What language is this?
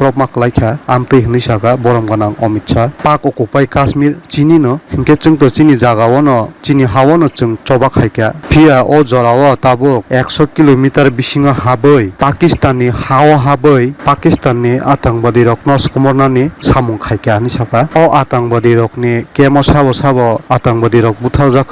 Kok Borok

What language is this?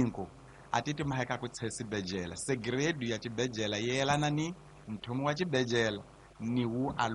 Tsonga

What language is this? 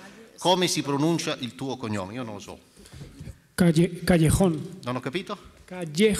Italian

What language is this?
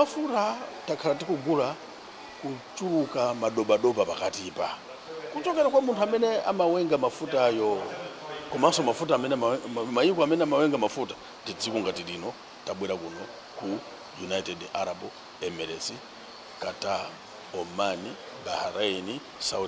Nyanja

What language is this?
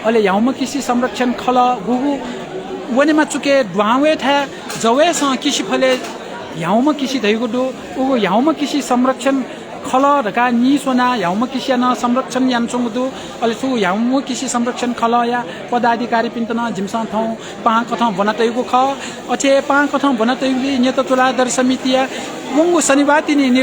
Newari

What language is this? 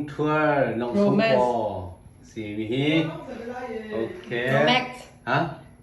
Hakha Chin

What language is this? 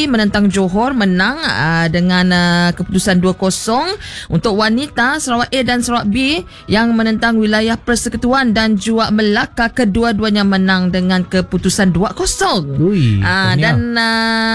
Malay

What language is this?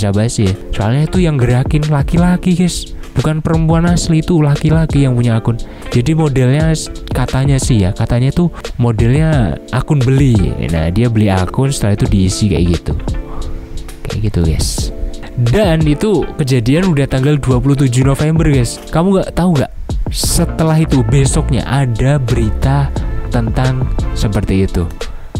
Indonesian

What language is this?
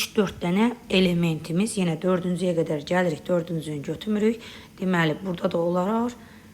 Azerbaijani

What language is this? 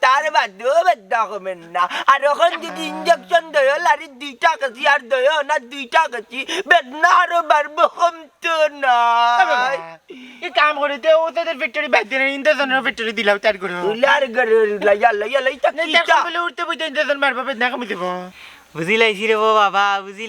Sylheti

